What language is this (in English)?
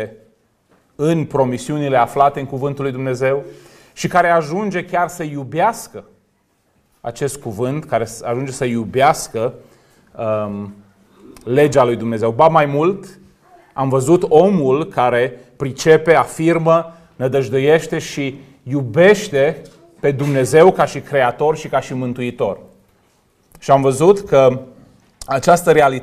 Romanian